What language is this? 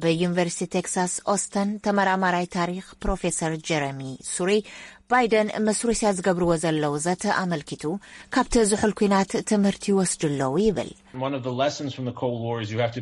Tigrinya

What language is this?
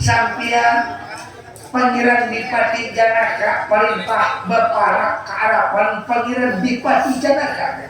Banjar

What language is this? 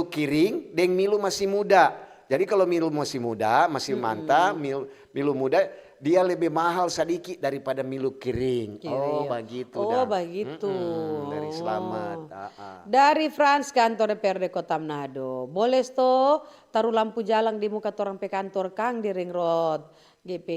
Manado Malay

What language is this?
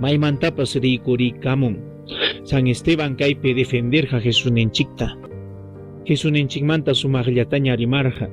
Ayacucho Quechua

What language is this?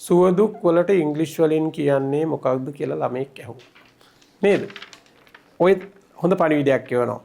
Sinhala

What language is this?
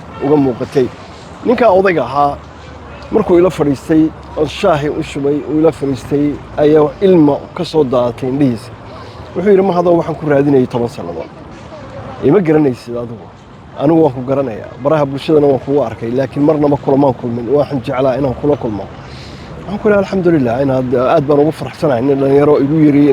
Somali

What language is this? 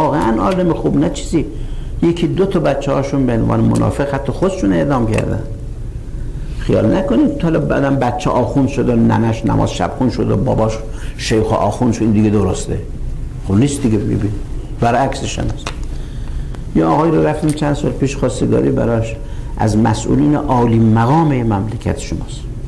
Persian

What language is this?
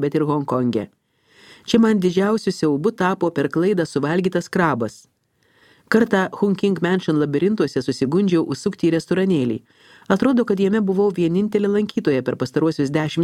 Lithuanian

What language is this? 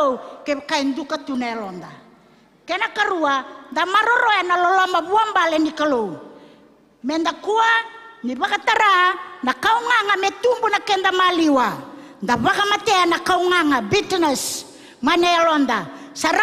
Fijian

